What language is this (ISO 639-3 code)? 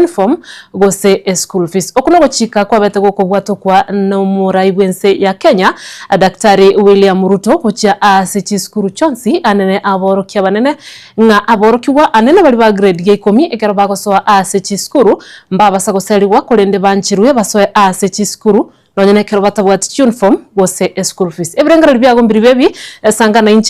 guz